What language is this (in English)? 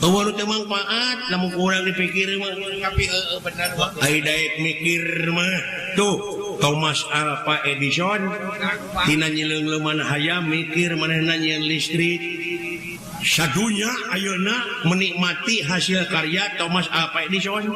Sundanese